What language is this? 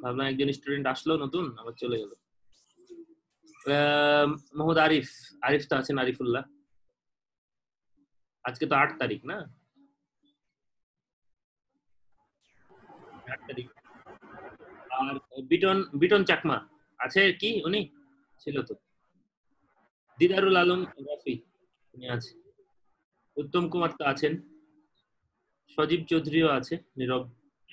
Bangla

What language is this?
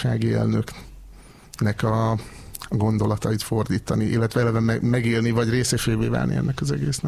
Hungarian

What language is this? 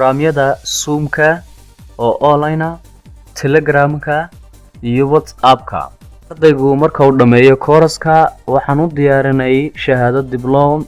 Somali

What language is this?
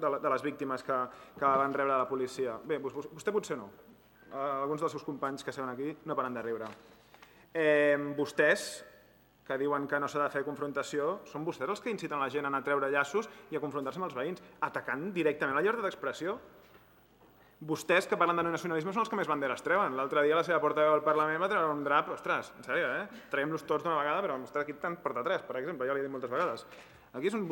Catalan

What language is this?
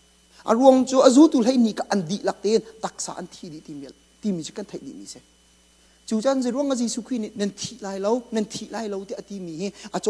Hakha Chin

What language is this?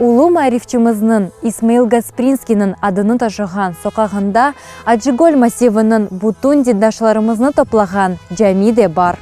Crimean Tatar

